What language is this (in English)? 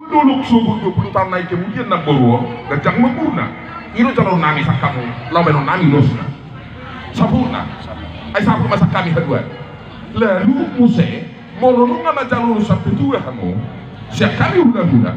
Batak Toba